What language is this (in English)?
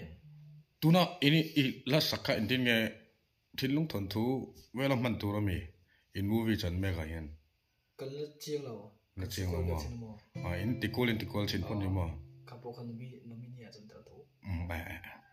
Mizo